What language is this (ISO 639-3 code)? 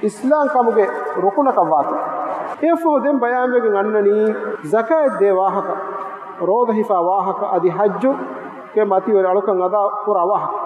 div